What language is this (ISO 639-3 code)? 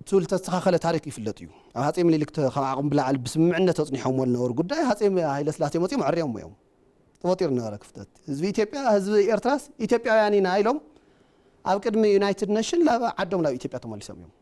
tir